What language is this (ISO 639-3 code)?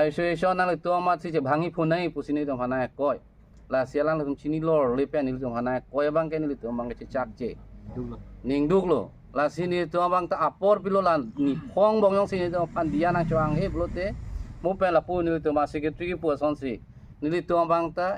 mjw